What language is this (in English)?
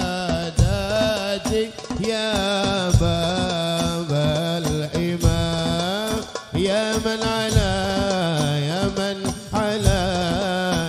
Arabic